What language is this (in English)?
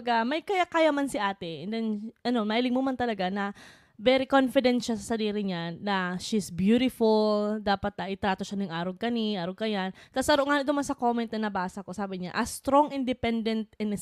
Bikol